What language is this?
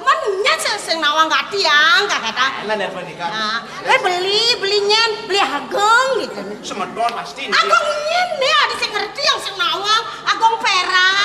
Balinese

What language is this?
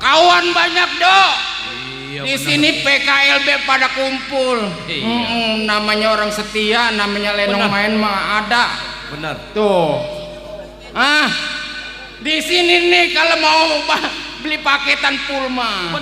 Betawi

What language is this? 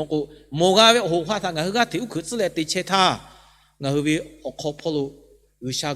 Lahu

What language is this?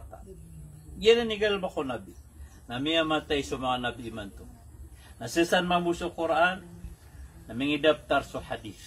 Maranao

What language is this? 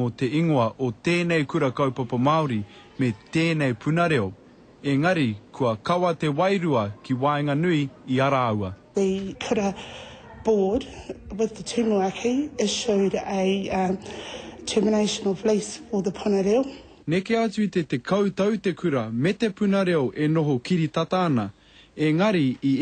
Māori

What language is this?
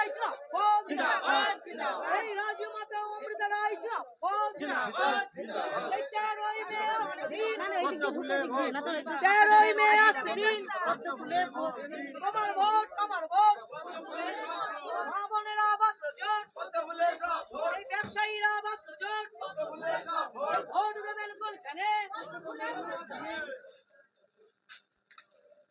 Bangla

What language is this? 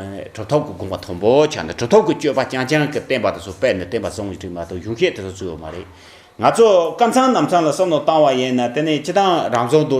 Tibetan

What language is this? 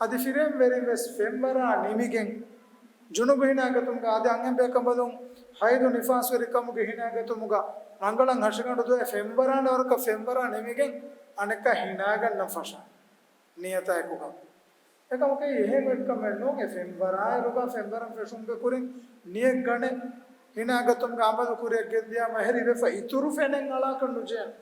Divehi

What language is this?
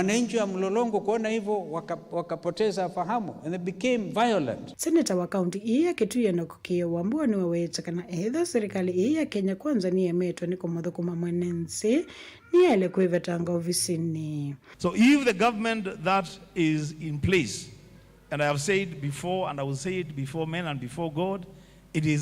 Kamba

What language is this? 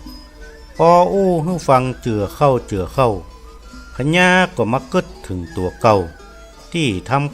Northern Thai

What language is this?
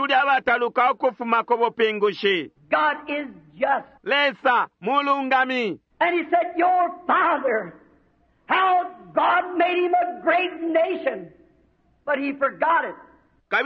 Bemba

